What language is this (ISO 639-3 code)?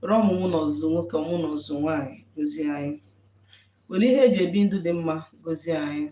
ibo